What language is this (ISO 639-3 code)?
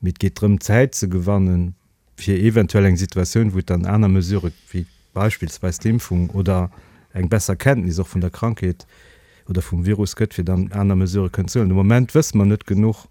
ltz